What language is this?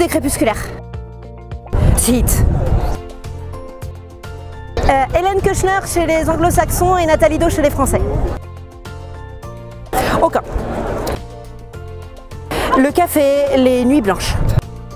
French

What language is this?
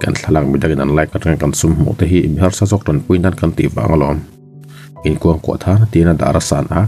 Mizo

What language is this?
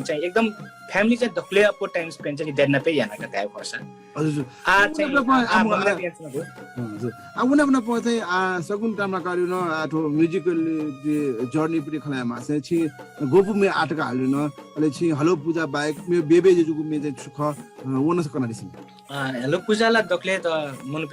Newari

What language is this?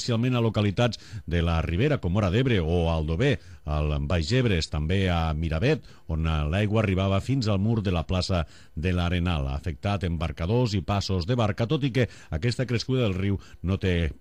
Catalan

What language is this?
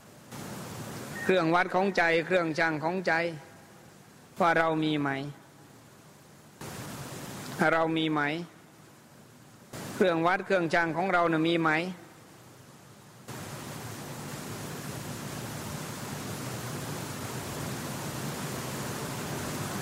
Thai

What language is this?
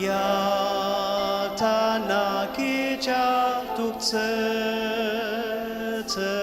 Ao Naga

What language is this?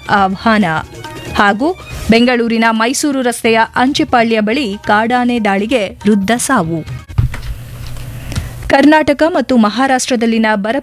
Kannada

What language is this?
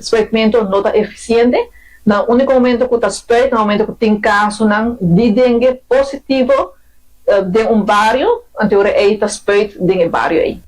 Papiamento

